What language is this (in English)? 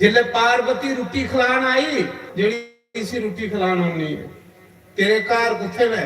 Dogri